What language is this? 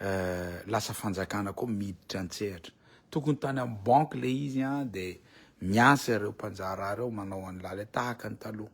Malagasy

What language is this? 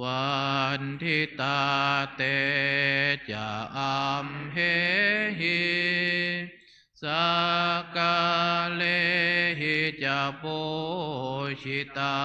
Pali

